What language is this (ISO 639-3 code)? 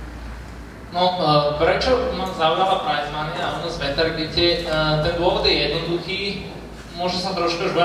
slk